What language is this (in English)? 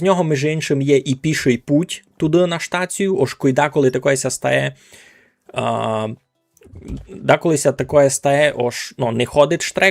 Rusyn